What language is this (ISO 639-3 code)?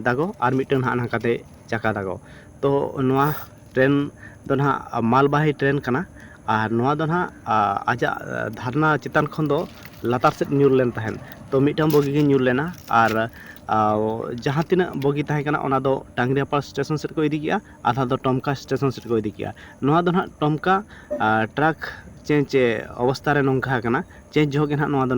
sat